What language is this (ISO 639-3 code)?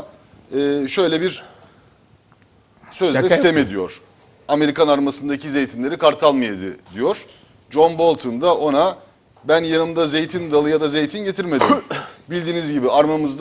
tur